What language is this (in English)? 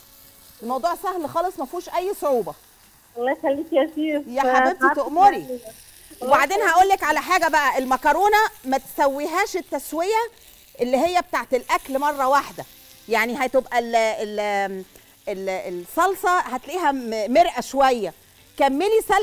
Egyptian Arabic